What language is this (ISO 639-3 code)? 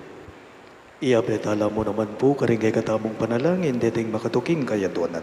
pam